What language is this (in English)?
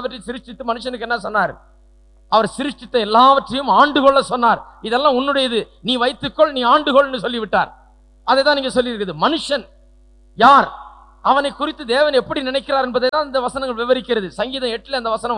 Tamil